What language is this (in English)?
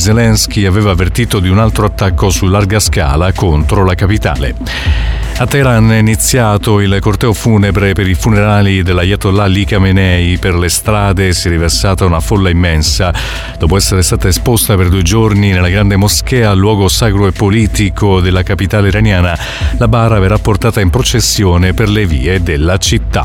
Italian